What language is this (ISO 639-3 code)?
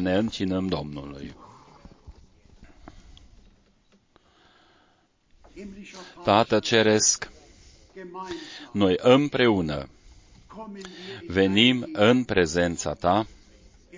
ron